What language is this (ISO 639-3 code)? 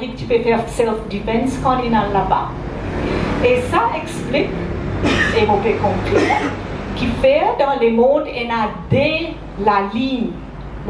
mfe